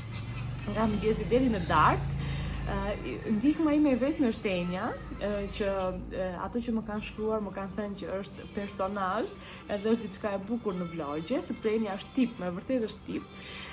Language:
Albanian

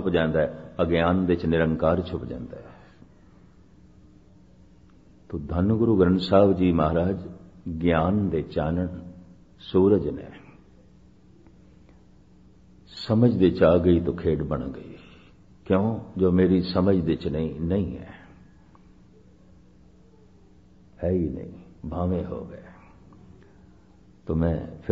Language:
Punjabi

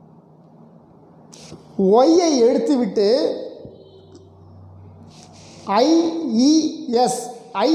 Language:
Tamil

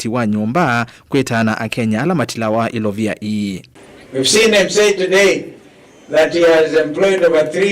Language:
Kamba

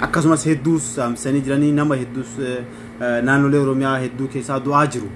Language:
Oromo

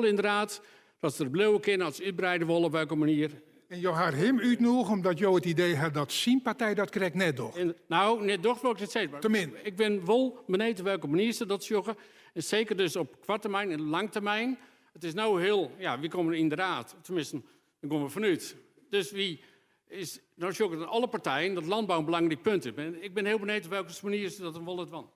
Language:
Western Frisian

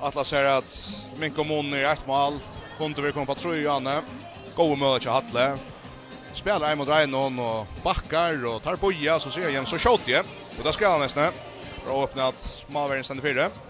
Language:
Faroese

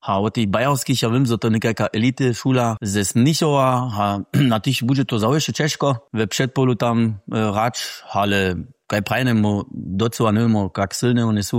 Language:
Upper Sorbian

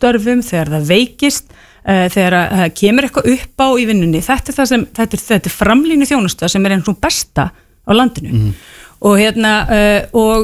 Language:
Icelandic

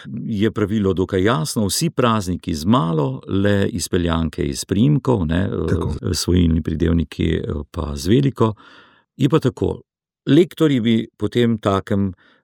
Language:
Slovenian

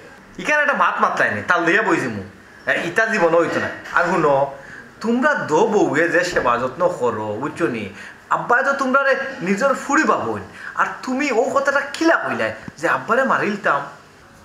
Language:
Sylheti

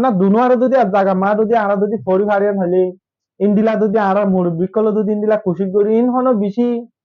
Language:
Rohingya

